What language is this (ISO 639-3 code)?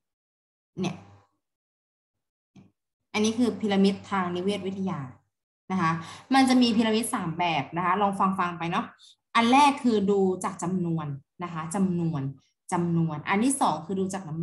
tha